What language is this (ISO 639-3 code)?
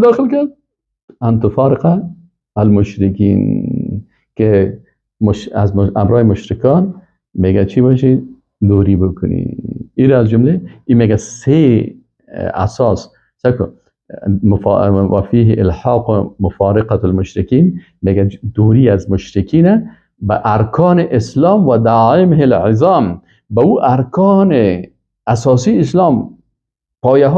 fas